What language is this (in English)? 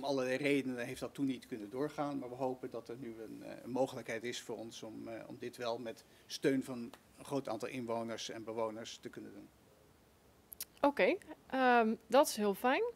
Dutch